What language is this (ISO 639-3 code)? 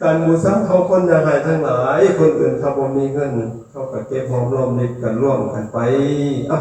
lao